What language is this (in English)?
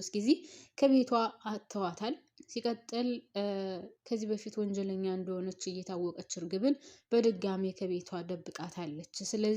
Amharic